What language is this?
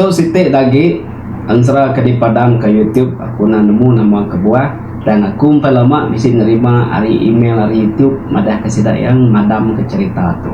Iban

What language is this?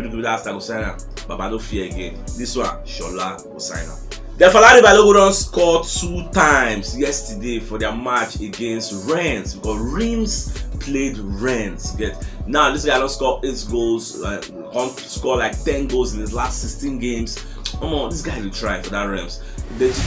Nigerian Pidgin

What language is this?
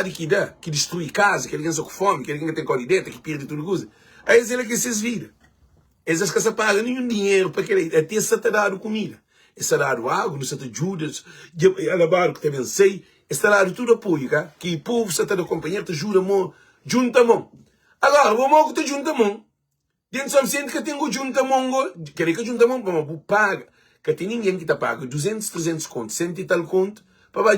Kabuverdianu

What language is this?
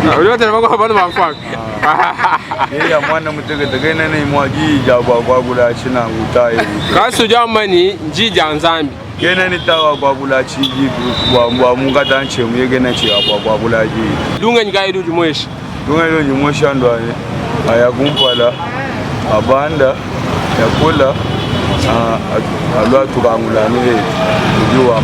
Luba-Lulua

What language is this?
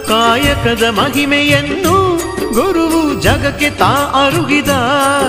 Kannada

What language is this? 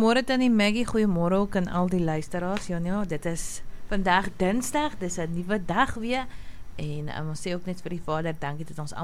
Afrikaans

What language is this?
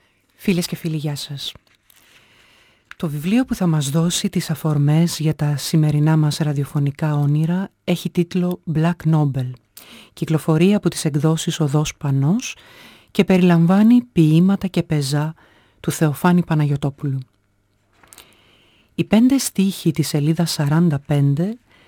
Greek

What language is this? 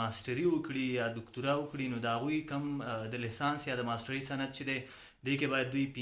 Pashto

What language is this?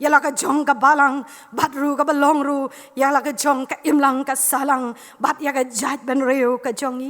Khasi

